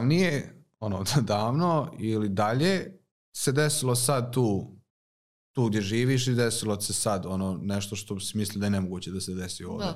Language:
Serbian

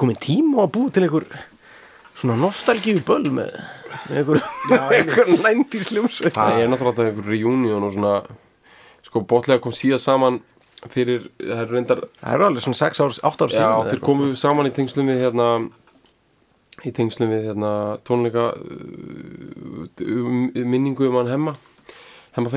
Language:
Icelandic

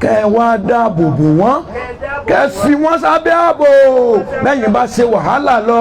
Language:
Yoruba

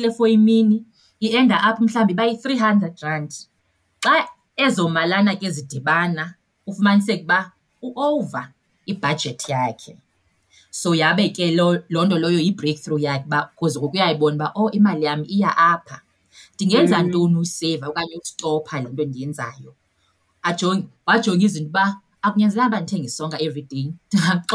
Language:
Xhosa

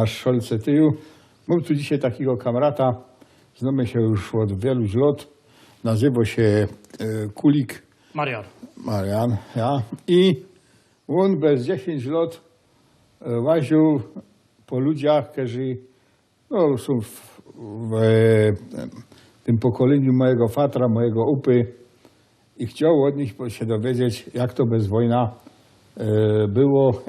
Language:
Silesian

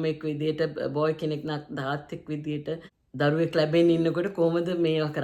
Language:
Sinhala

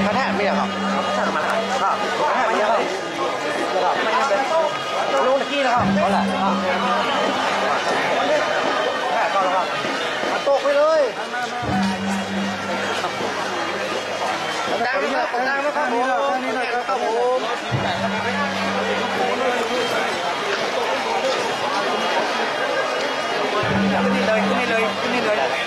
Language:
Thai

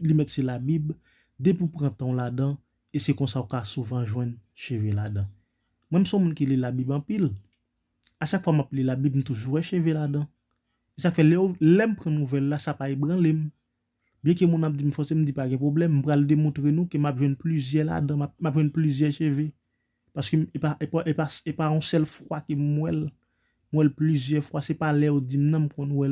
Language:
Haitian Creole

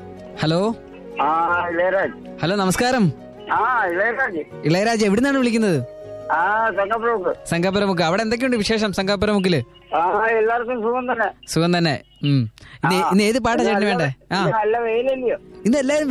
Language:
Malayalam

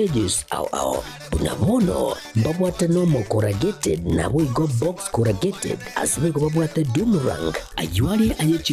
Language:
Gusii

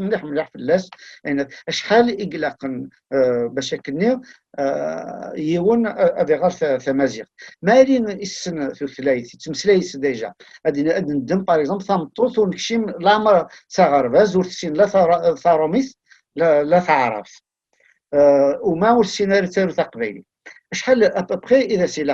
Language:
Kabyle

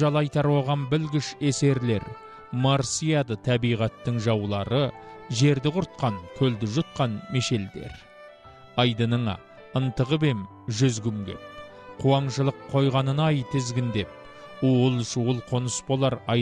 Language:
Kazakh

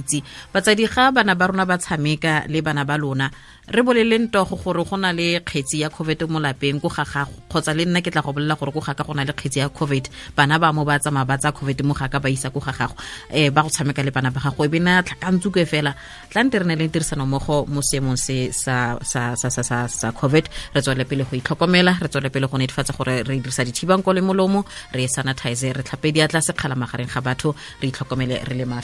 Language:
Tswana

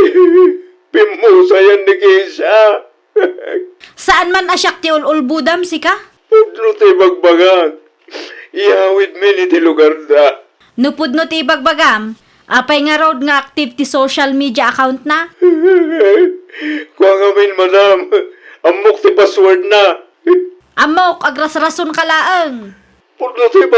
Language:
Iloko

